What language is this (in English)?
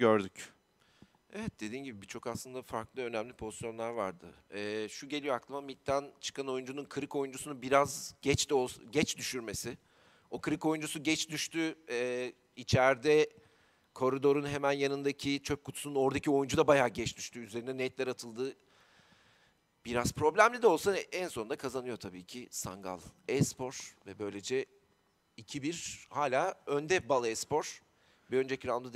Turkish